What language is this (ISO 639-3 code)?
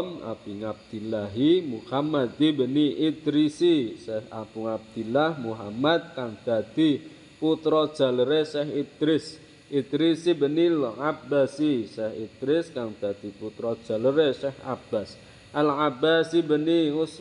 jav